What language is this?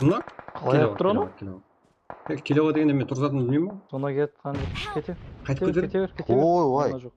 Kara-Kalpak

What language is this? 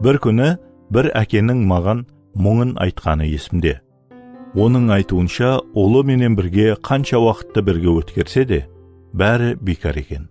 Kara-Kalpak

